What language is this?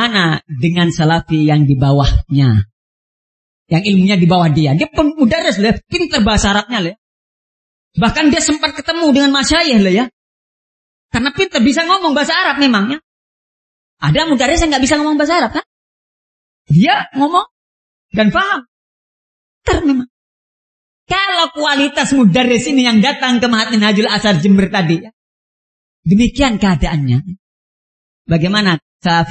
Indonesian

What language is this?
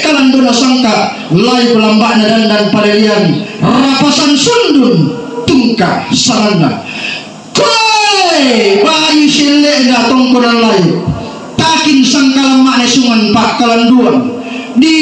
Toraja-Sa'dan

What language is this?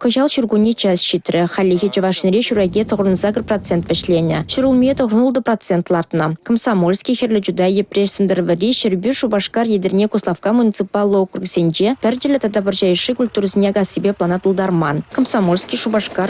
Chuvash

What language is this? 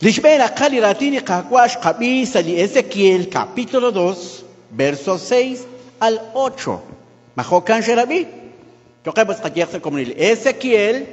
Kekchí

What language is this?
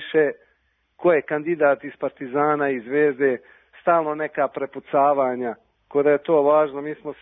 Serbian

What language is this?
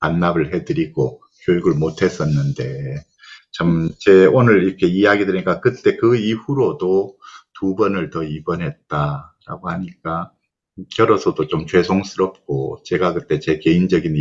Korean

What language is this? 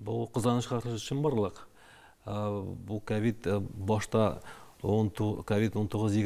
Tatar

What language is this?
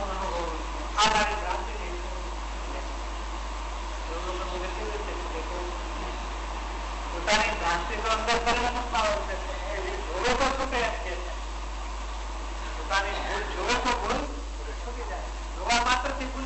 Gujarati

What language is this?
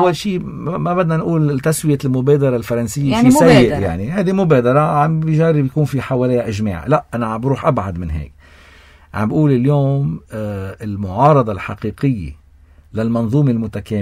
North Levantine Arabic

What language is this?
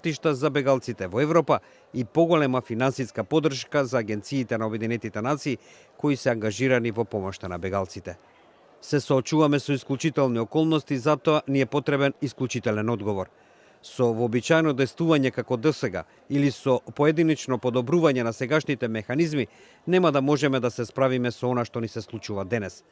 Macedonian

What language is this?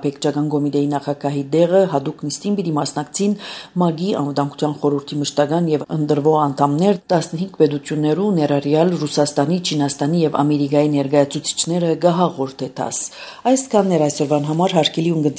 Armenian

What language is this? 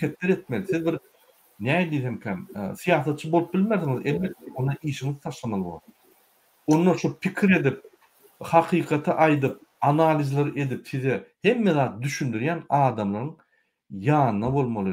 Turkmen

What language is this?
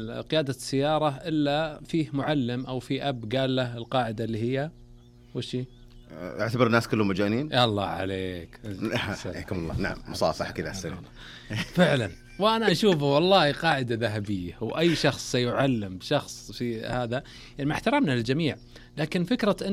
Najdi Arabic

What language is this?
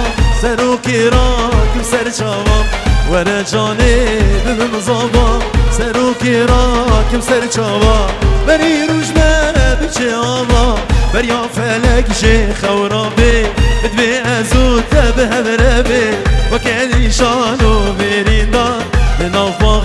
Kurdish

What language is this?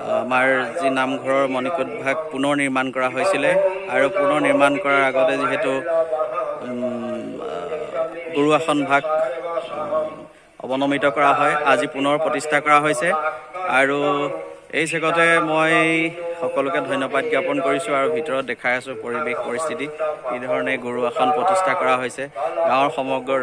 Assamese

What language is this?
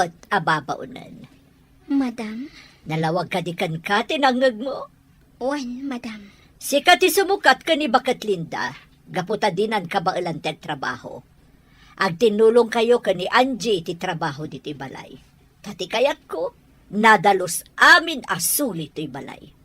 Iloko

